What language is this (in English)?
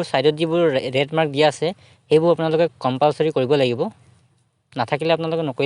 Assamese